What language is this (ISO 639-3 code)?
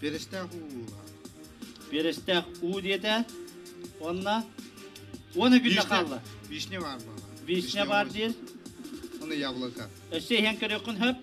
sah